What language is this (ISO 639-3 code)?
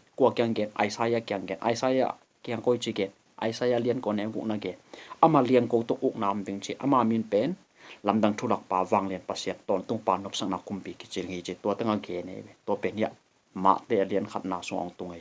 ctd